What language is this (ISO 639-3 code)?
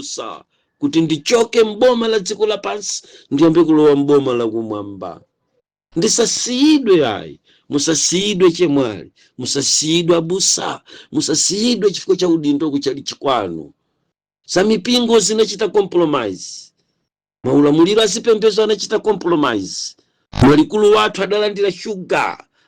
nya